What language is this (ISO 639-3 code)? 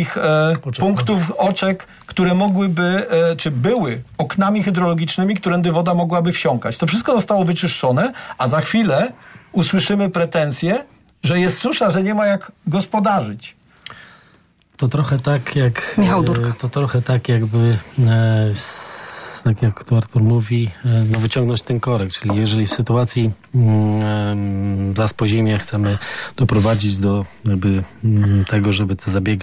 pol